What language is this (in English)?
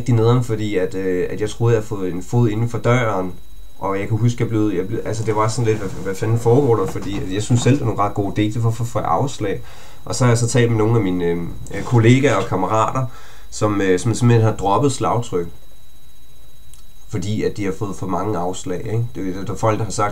Danish